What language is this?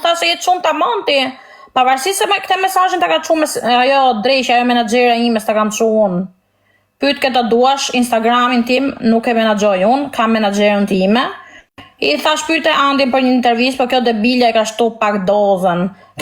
Albanian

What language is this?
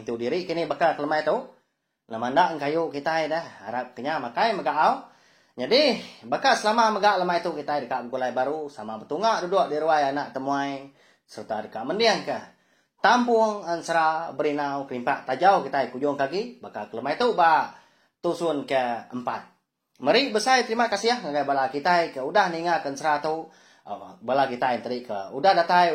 Iban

